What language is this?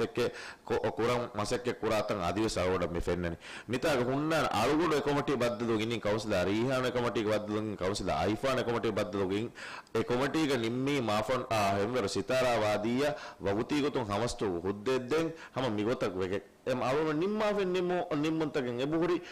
Divehi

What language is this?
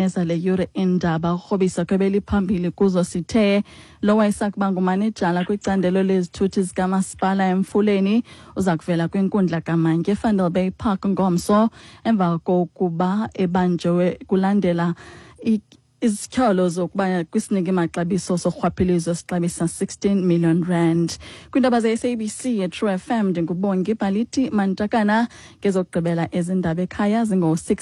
Xhosa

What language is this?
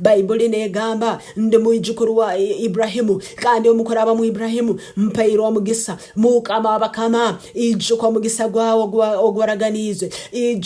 Nyankole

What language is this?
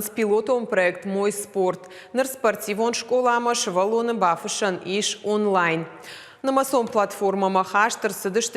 Ossetic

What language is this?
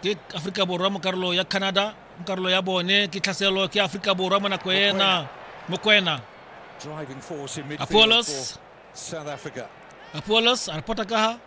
Tswana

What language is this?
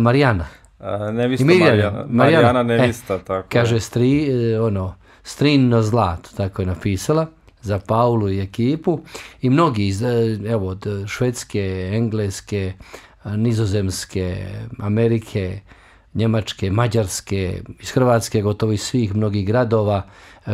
Bosnian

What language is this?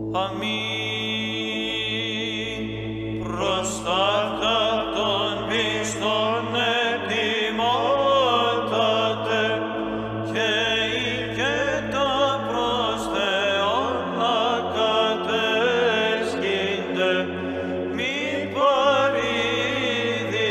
Greek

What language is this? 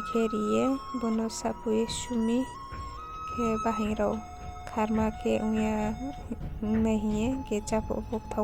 Riang (India)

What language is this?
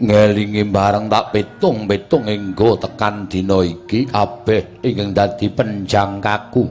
Javanese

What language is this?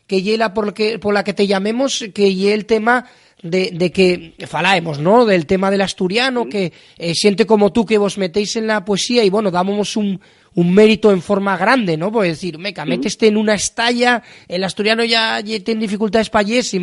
Asturian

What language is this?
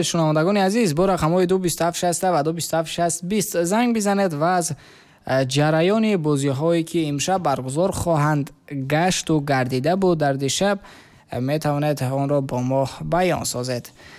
Tajik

